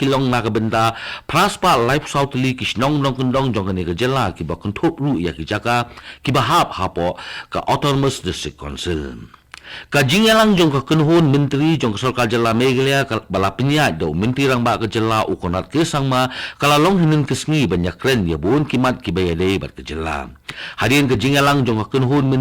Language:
Khasi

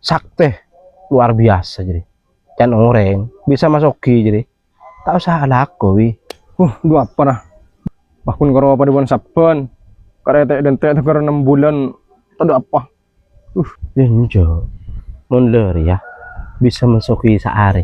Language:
Madurese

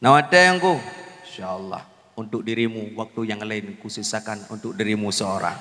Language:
Achinese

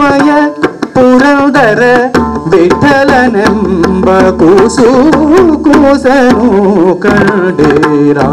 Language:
Kannada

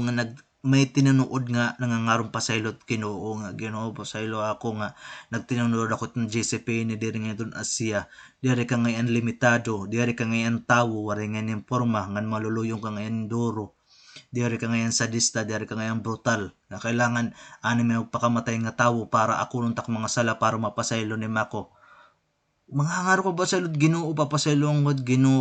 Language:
Waray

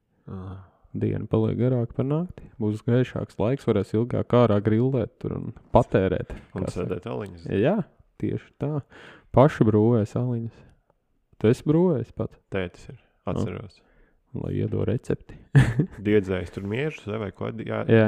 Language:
Latvian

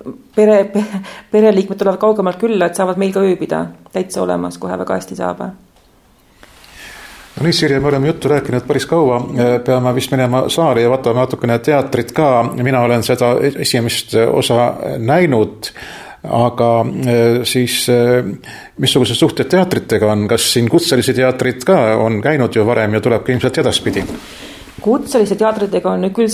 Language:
Estonian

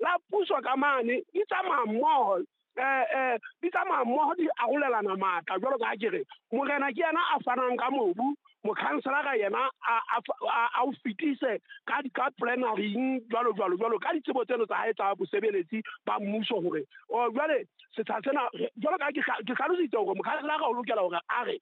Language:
Southern Sotho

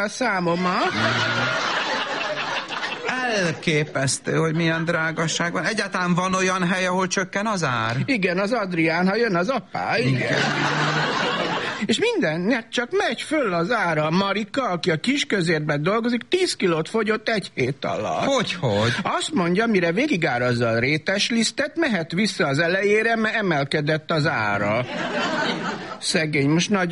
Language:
Hungarian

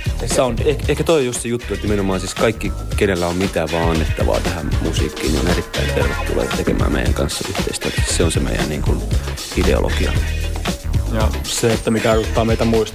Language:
Finnish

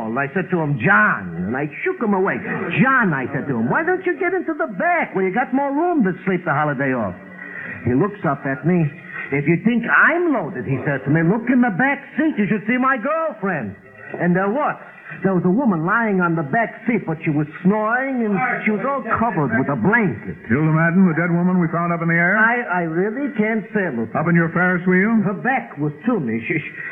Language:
English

